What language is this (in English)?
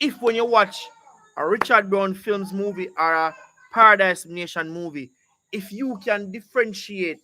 Jamaican Creole English